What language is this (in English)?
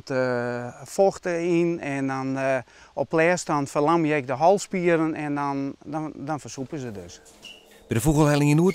Western Frisian